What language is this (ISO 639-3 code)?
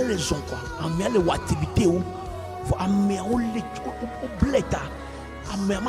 ewe